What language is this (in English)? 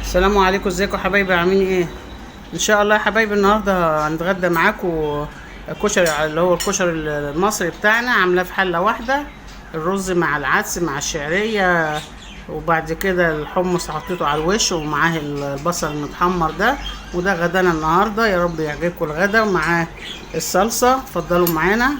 Egyptian Arabic